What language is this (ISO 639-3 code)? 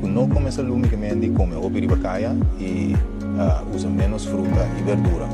pap